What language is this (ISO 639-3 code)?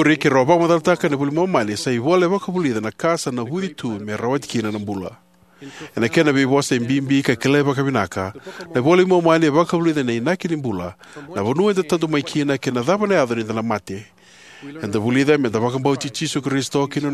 fij